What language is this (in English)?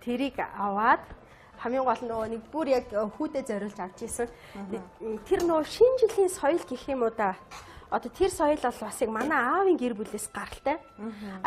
Mongolian